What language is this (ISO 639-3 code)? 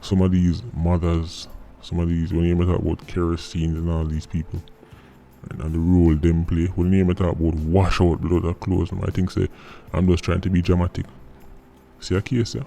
jam